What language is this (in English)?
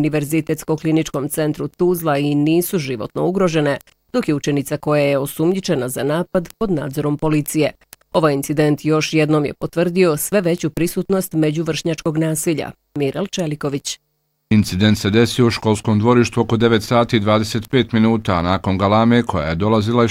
Bosnian